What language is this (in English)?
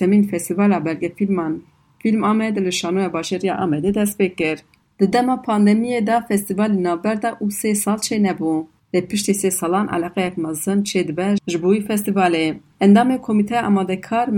Kurdish